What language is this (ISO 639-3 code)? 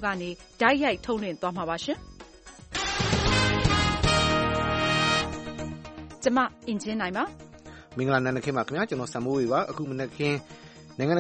mya